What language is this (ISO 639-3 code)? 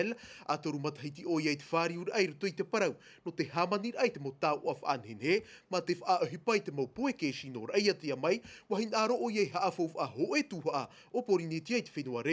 tah